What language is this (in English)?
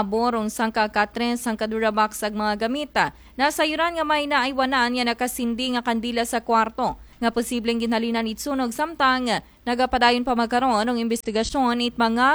Aklanon